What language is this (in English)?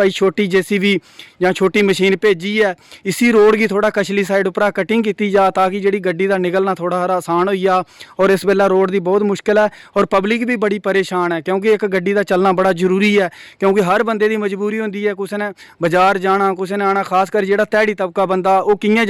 Dogri